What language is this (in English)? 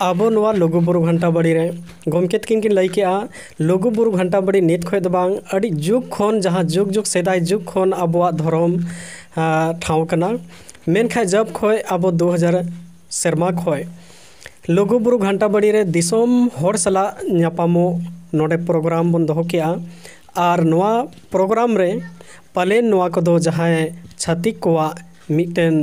Santali